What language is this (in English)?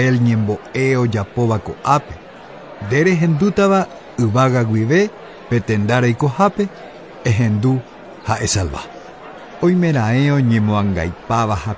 Guarani